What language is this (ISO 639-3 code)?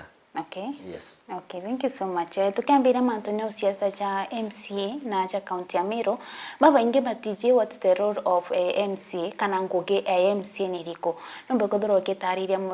mer